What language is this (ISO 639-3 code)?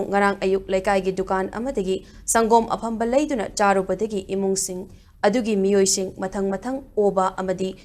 mni